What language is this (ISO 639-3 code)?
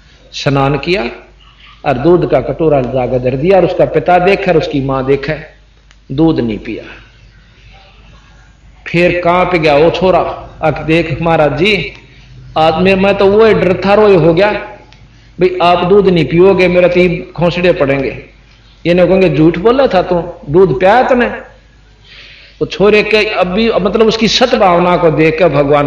hin